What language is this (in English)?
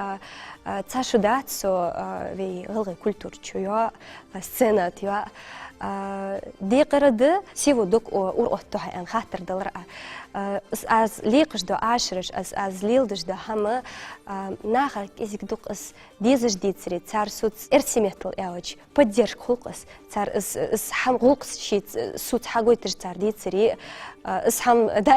Ingush